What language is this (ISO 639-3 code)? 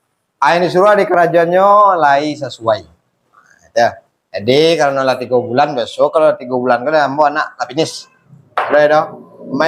min